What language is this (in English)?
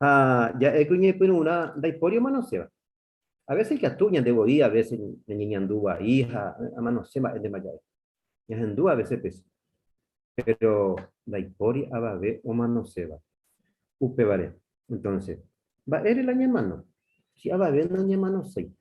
Guarani